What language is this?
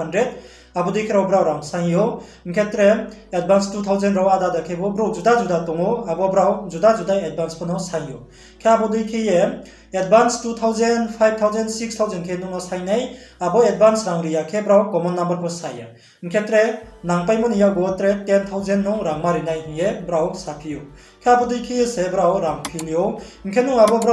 Riang (India)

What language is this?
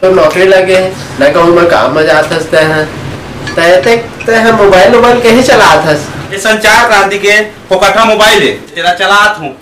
Chhattisgarhi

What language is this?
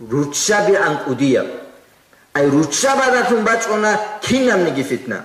Avaric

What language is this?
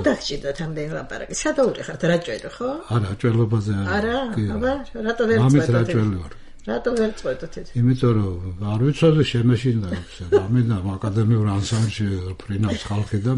Georgian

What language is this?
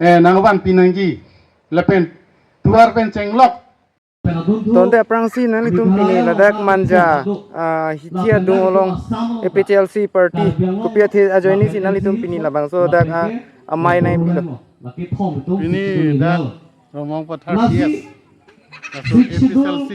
Karbi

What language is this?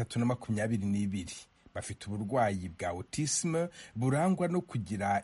Kinyarwanda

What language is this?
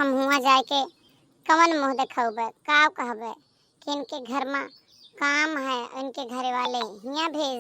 Awadhi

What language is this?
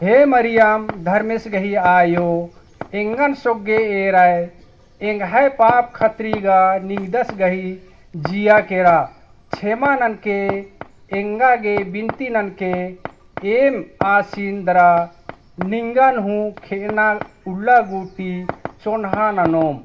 Kurukh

